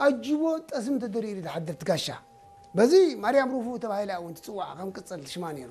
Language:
Tigrinya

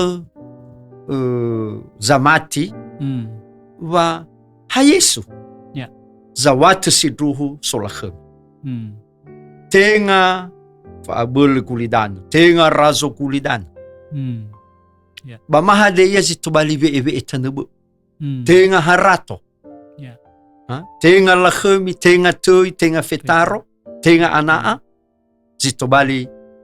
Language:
Nias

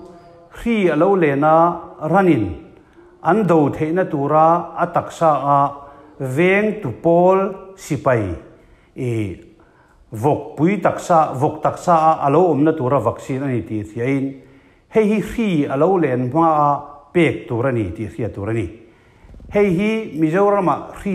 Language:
Mizo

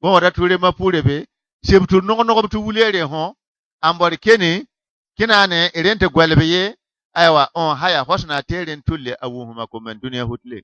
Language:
Bissa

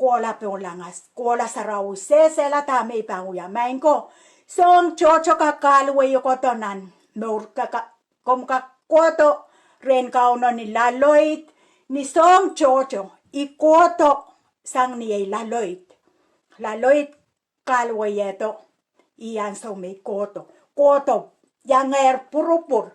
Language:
Pohnpeian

